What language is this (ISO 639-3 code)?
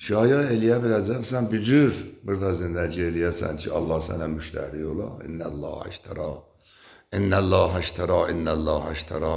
aze